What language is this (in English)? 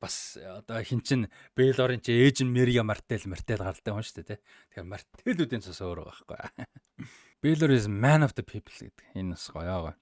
Mongolian